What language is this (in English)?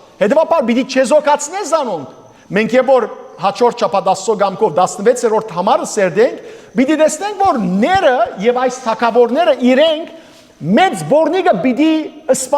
Western Armenian